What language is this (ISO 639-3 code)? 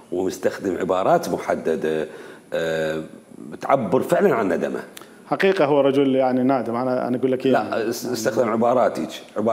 acm